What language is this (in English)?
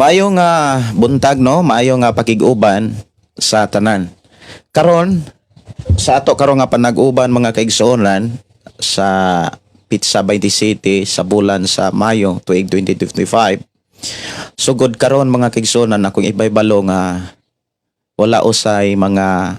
Cebuano